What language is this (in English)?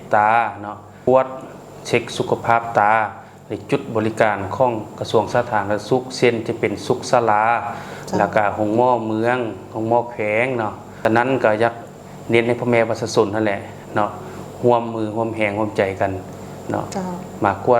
Lao